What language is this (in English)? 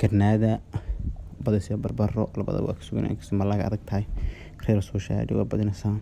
Somali